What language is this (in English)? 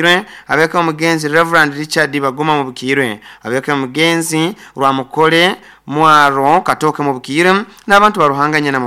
Nyoro